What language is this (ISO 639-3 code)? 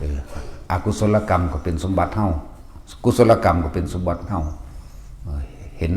tts